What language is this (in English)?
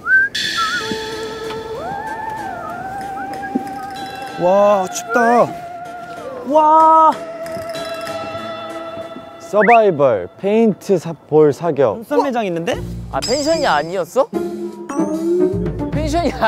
Korean